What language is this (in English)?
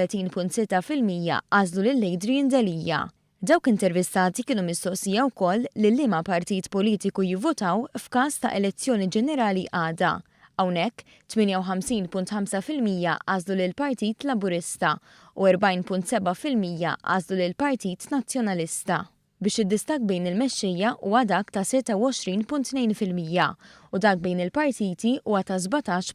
Maltese